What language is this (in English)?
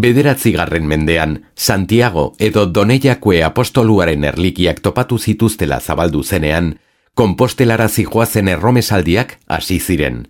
Basque